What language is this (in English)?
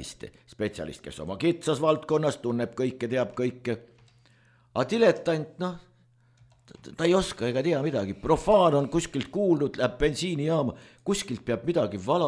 Estonian